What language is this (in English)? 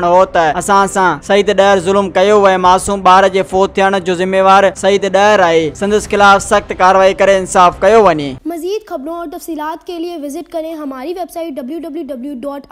Sindhi